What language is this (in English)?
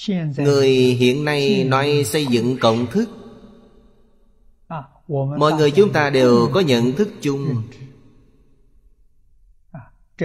Vietnamese